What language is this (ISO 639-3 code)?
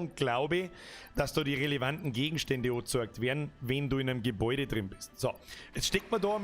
bar